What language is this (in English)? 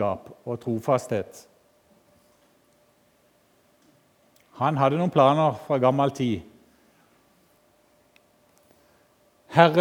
Norwegian